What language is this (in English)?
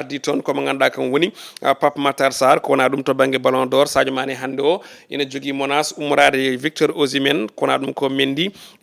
Fula